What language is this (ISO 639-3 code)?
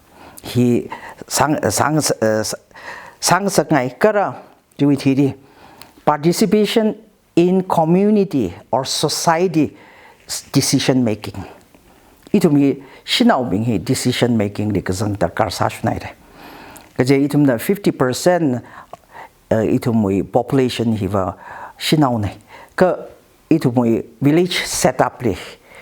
nmf